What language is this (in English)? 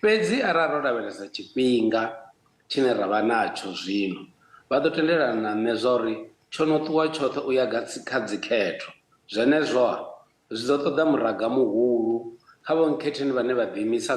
Venda